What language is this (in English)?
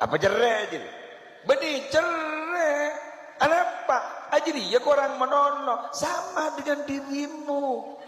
Madurese